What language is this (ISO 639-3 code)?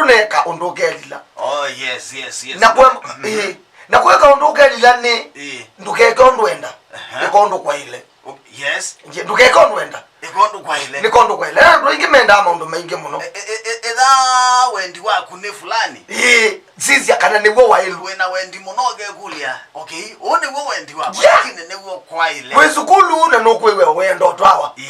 kam